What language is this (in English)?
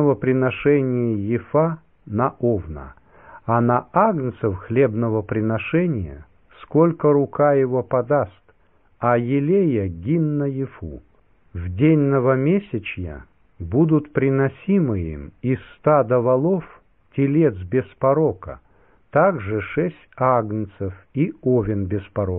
Russian